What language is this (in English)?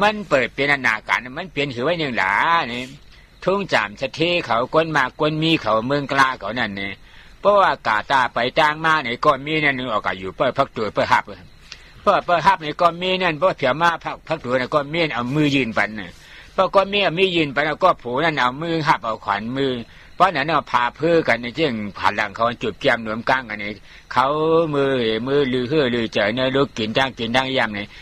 Shan